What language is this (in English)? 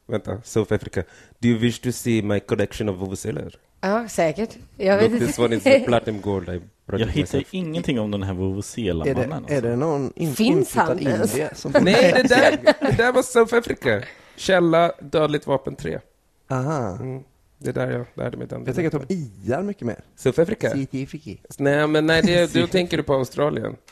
Swedish